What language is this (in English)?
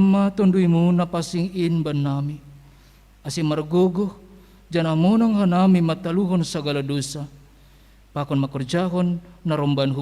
Batak Simalungun